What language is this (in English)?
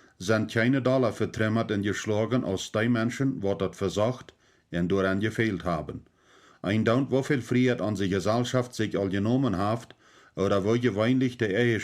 Plautdietsch